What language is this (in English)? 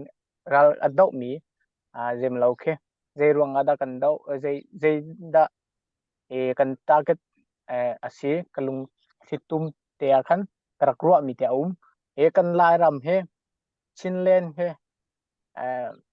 Hakha Chin